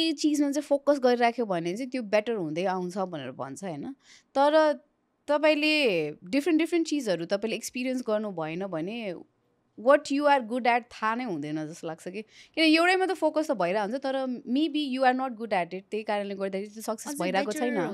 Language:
Nepali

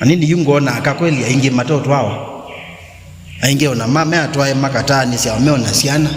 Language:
Kamba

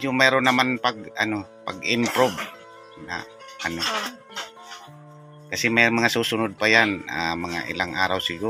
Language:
Filipino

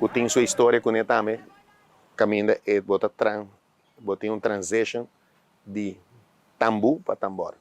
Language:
Papiamento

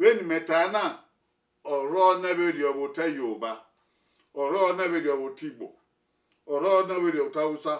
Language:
Bini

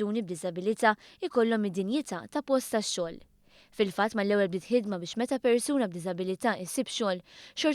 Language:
Maltese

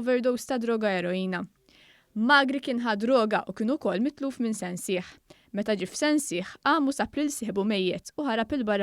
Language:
Maltese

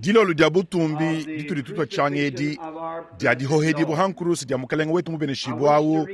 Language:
Luba-Lulua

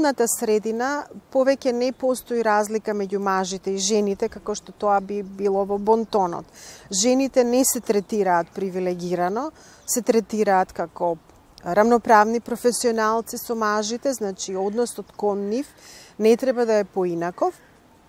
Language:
Macedonian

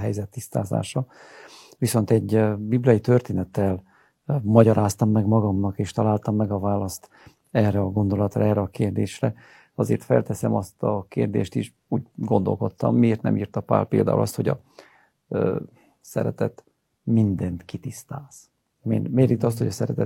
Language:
Hungarian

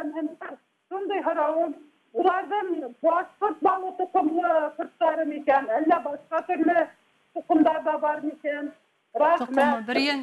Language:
Bashkir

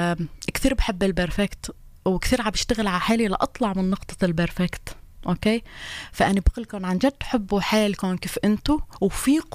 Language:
North Levantine Arabic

